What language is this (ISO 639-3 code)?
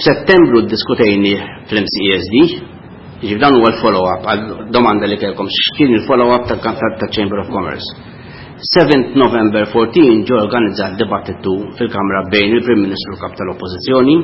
mlt